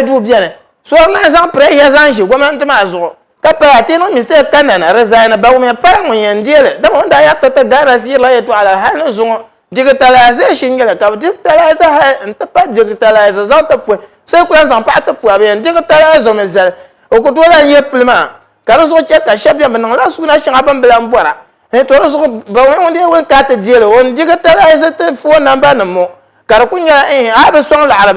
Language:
Dagbani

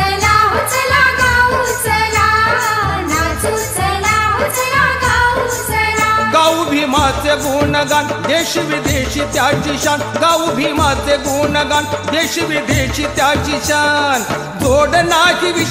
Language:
Marathi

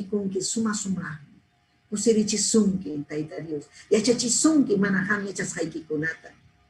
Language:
Ayacucho Quechua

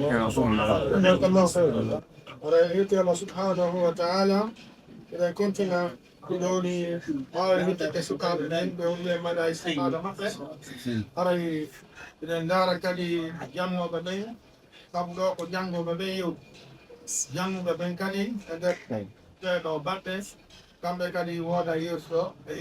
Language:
Fula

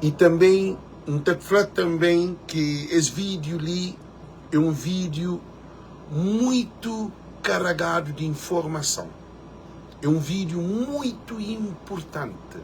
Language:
Kabuverdianu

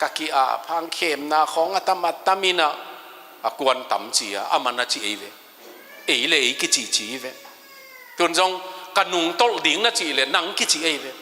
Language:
Tedim Chin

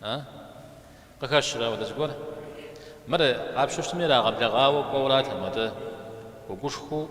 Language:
Kabardian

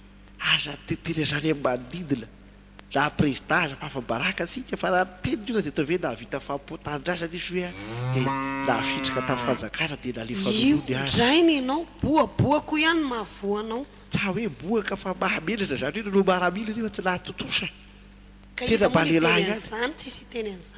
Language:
Malagasy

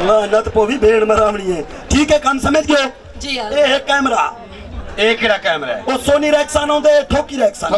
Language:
Saraiki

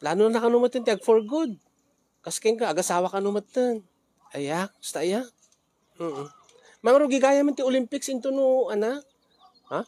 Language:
Iloko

